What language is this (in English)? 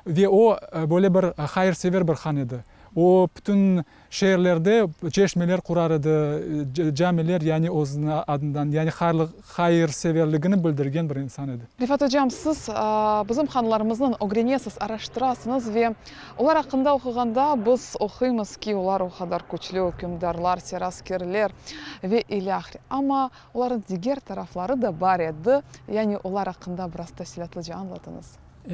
Crimean Tatar